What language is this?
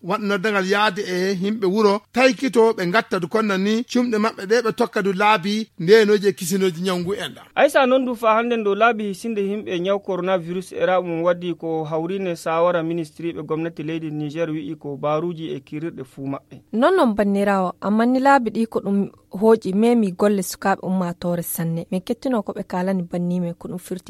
Fula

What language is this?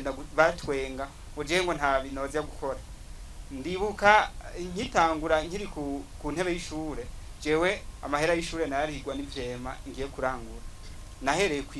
Rundi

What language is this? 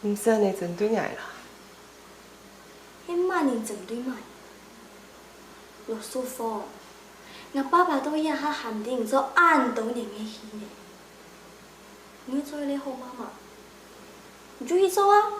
Hakka Chinese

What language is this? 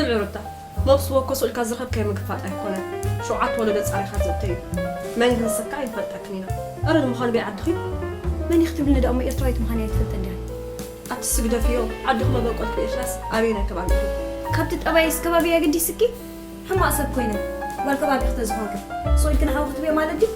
Tigrinya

